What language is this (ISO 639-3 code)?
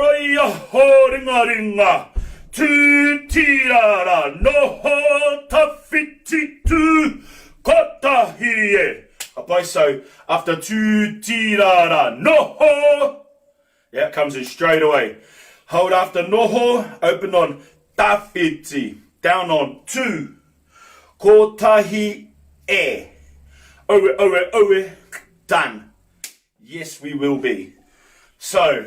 mri